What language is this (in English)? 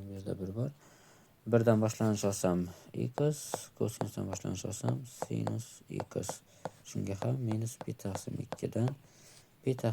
Uzbek